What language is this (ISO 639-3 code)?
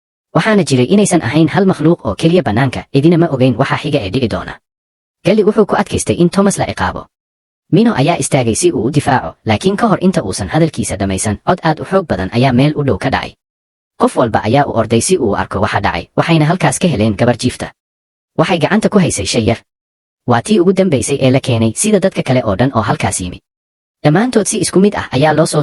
som